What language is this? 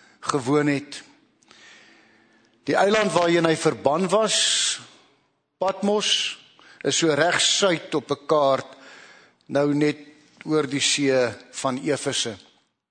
Afrikaans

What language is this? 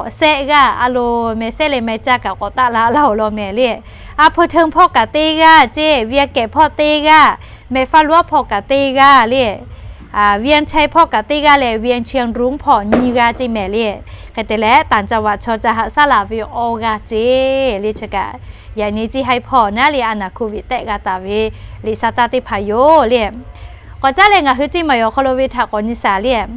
Lahu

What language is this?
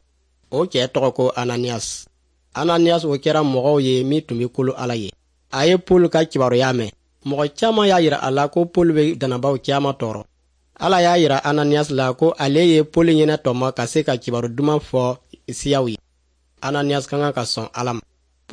Dyula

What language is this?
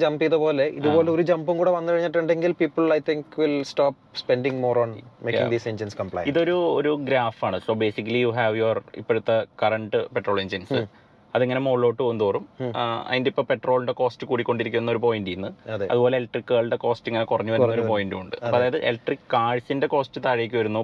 Malayalam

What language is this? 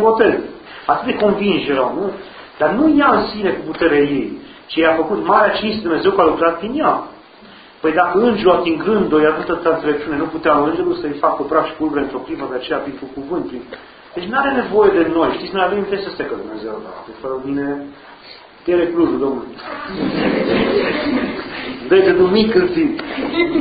Romanian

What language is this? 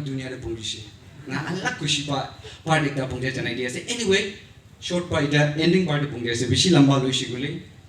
Naga Pidgin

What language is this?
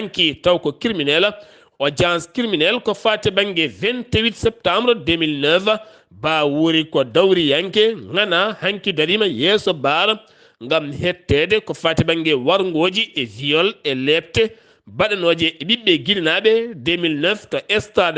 Fula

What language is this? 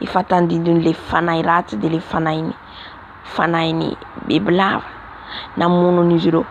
Malagasy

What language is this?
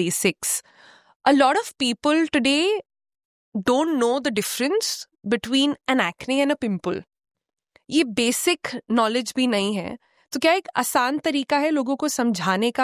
Hindi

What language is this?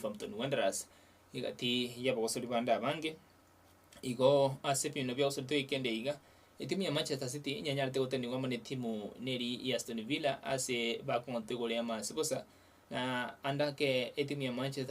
Gusii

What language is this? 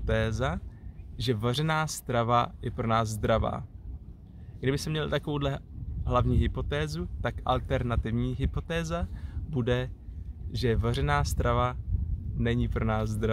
Czech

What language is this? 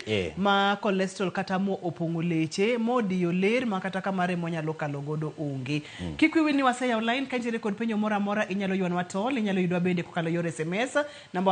Luo (Kenya and Tanzania)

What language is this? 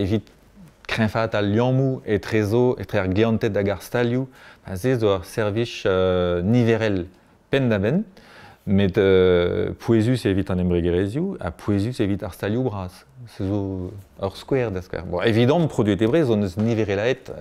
Breton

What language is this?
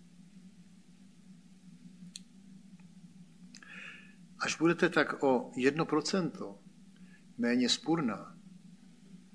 Czech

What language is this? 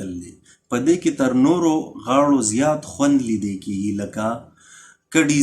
Pashto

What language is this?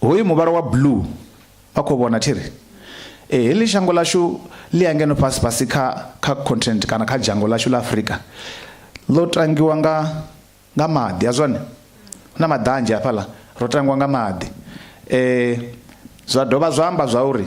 Venda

